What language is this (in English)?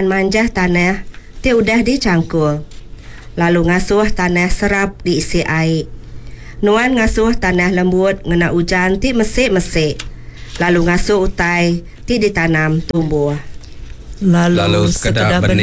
Iban